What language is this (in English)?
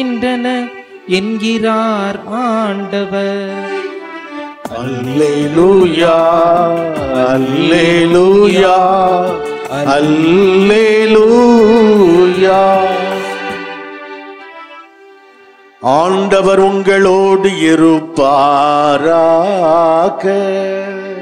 Tamil